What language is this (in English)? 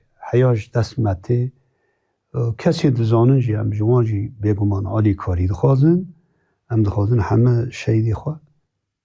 Kurdish